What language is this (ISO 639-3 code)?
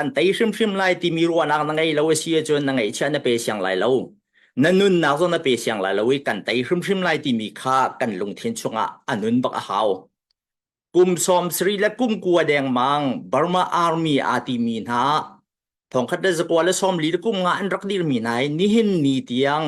cnh